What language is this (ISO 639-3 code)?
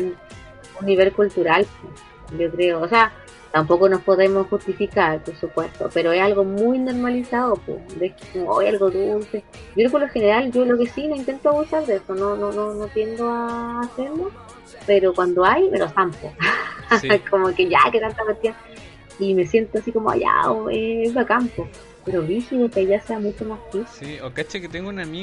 spa